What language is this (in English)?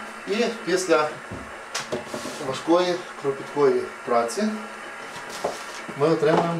Ukrainian